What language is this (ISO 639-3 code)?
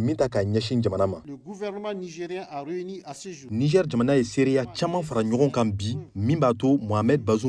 bam